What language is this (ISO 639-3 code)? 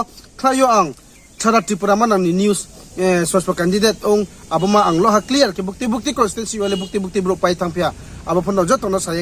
ria